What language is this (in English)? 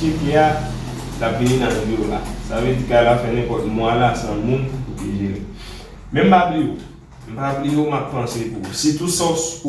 Haitian Creole